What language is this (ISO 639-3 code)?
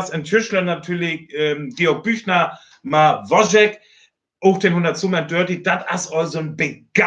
frr